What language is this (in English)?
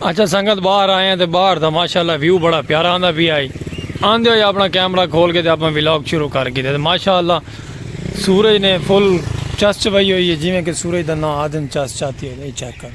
Saraiki